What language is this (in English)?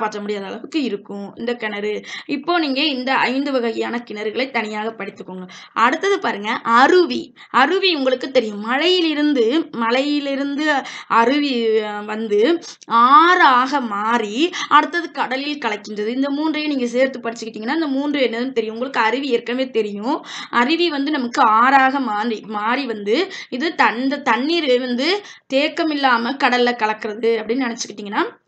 Tamil